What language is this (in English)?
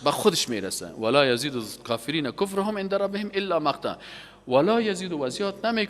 Persian